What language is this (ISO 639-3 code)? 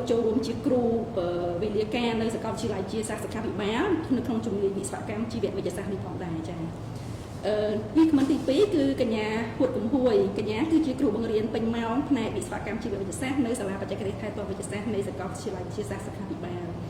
khm